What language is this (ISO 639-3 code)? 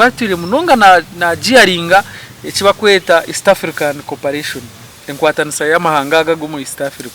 nyn